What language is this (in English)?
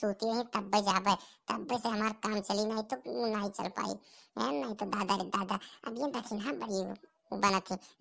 Awadhi